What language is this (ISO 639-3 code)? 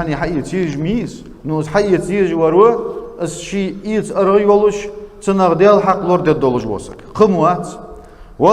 inh